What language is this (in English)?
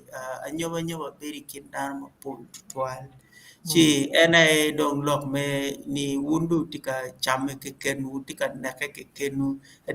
Acoli